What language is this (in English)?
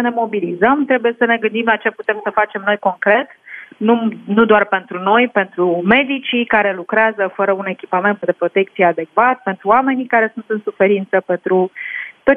Romanian